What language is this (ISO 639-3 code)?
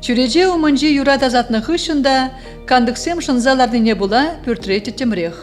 chv